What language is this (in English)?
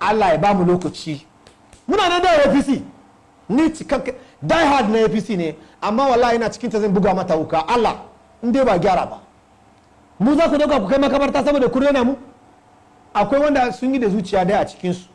Hausa